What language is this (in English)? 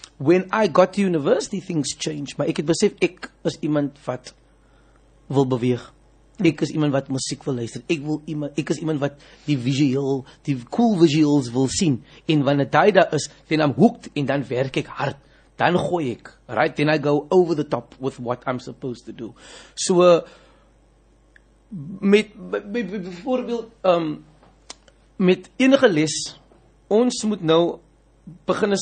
Afrikaans